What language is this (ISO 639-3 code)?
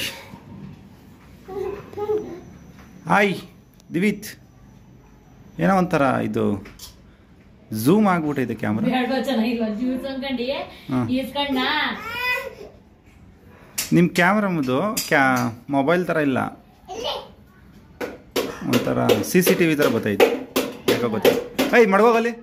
kan